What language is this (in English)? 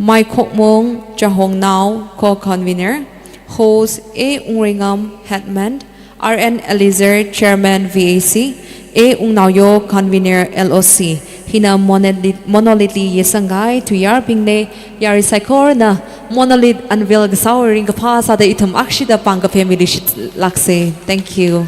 Tangkhul Naga (India)